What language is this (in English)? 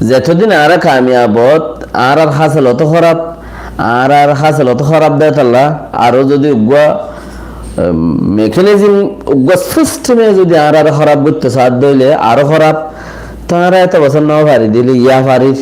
Rohingya